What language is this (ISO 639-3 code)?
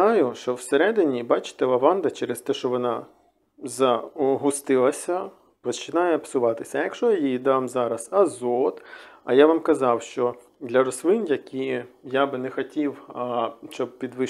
ukr